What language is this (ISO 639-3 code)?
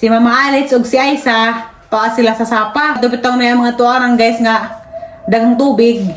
ceb